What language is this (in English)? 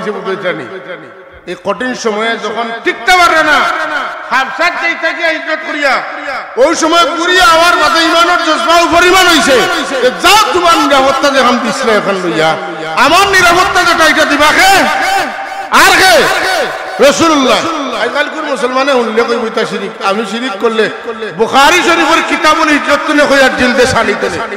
Sylheti